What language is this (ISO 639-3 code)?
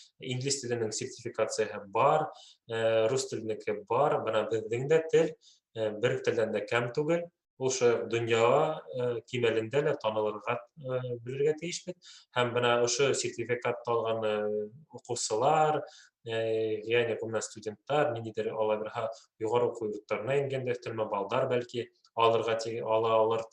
bak